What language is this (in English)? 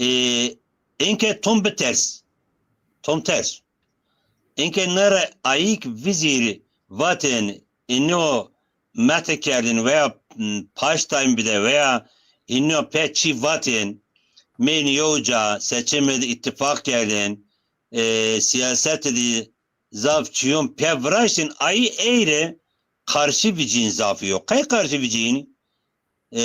Zaza